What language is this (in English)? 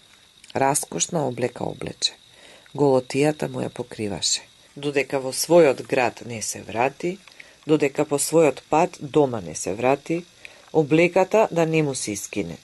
Macedonian